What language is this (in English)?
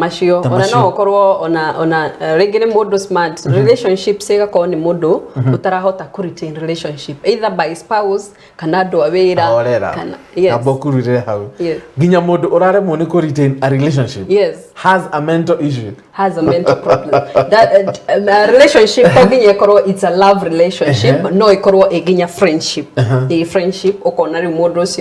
Kikuyu